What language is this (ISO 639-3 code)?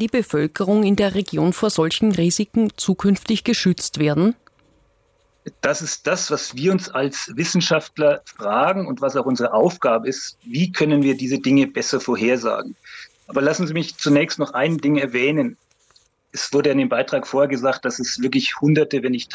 deu